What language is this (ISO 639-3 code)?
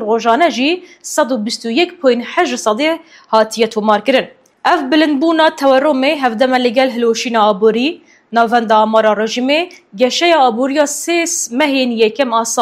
kur